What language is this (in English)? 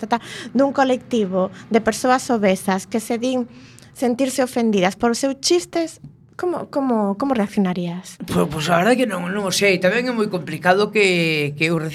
Galician